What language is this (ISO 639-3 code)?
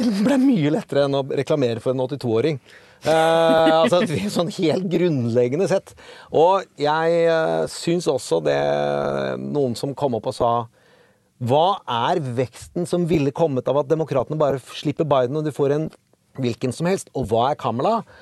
nor